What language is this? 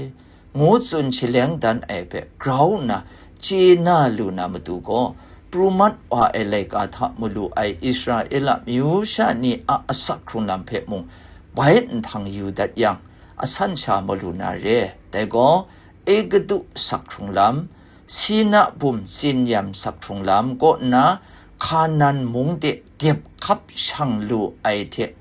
Kachin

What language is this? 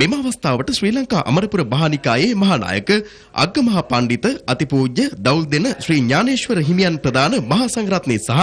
Sinhala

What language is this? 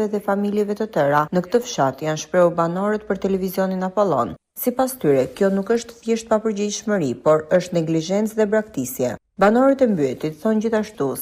Albanian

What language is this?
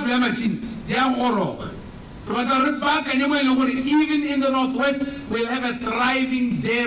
Tswana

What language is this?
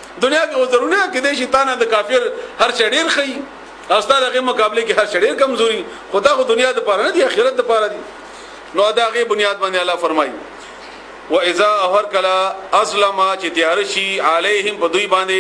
Pashto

